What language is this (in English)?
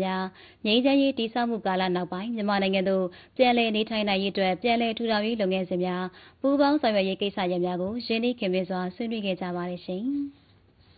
Burmese